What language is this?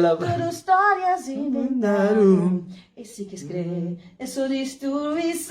Kabuverdianu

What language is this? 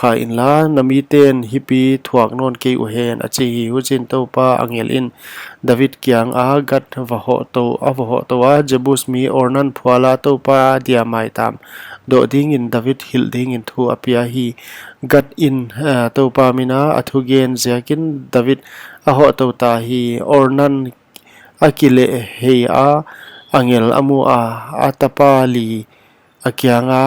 Paite Chin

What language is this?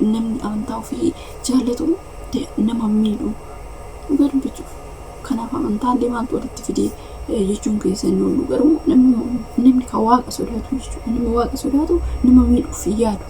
Oromo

